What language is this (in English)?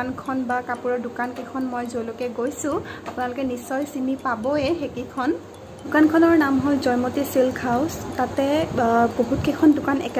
Assamese